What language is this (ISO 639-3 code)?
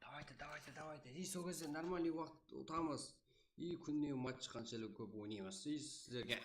kaa